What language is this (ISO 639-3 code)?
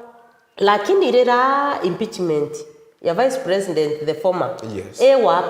mer